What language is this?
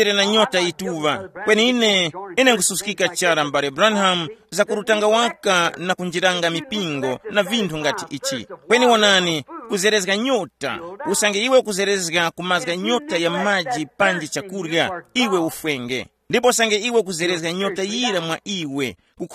Tumbuka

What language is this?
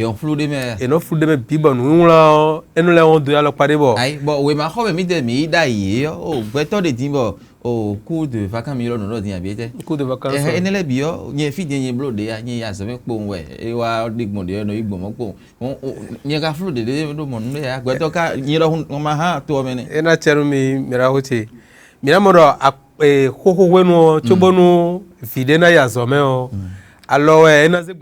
Fon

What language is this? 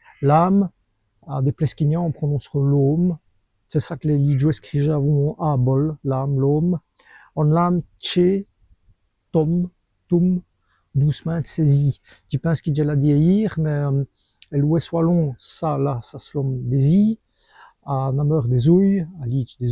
Walloon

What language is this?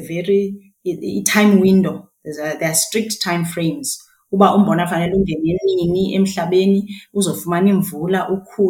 Xhosa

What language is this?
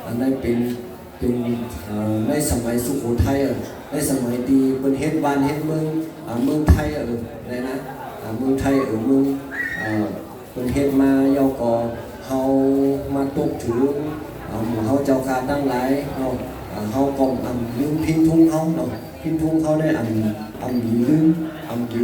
Northeastern Thai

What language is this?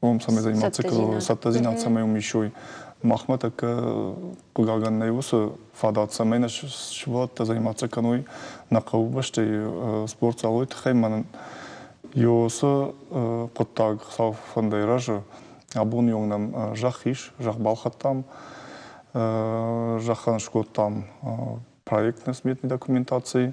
Ossetic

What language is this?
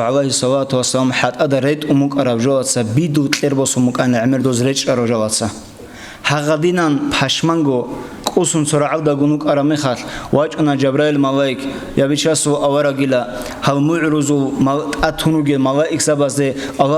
Avaric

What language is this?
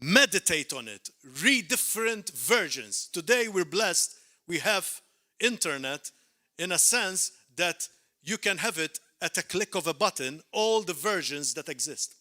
English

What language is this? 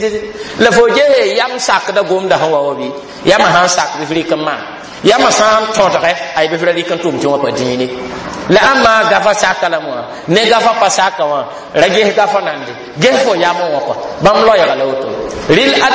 Mossi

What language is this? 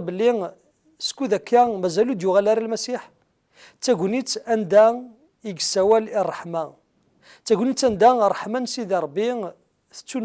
Kabyle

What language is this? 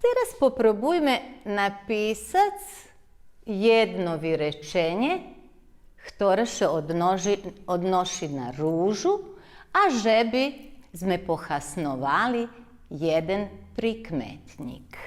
Rusyn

